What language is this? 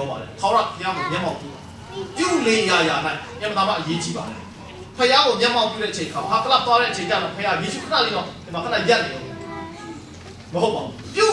Kachin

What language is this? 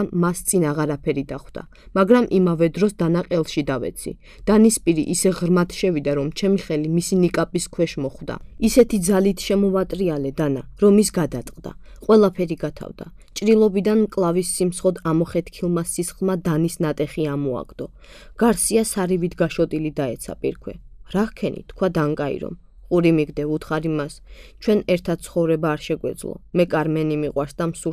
Georgian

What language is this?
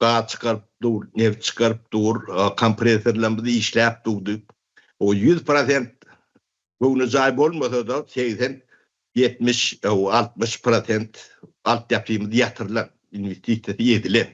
Turkmen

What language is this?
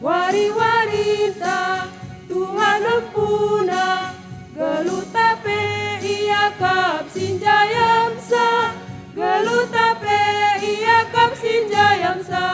Batak Karo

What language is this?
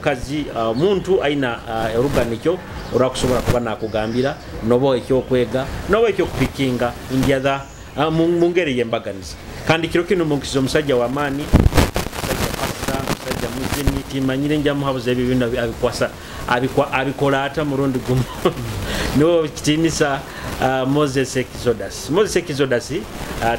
Nyoro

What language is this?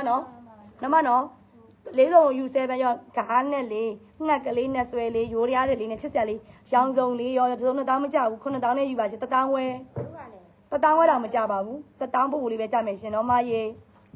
Burmese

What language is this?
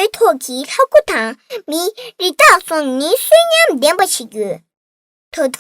Tibetan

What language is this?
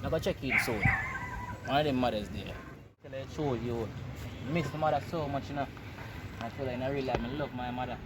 Jamaican Creole English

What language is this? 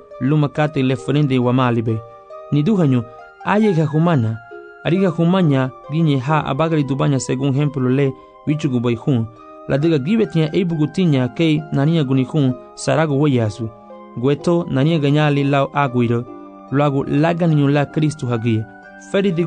Garifuna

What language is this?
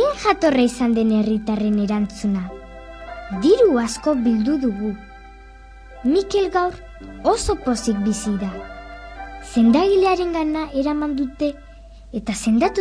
Basque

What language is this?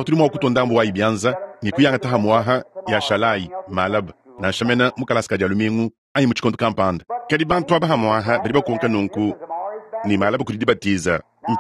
Luba-Lulua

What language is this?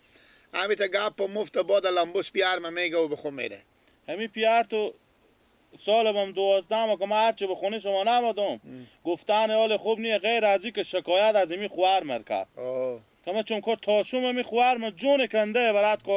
Persian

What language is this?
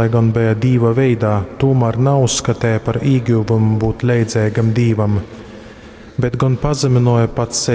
Latgalian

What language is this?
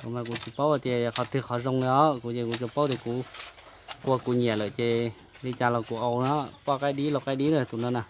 Hmong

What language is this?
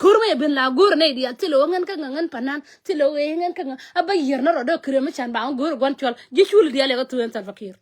Nuer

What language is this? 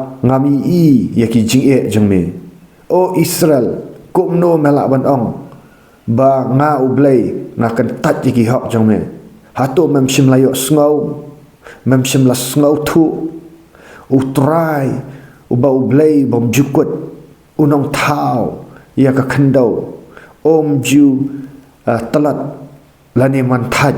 Khasi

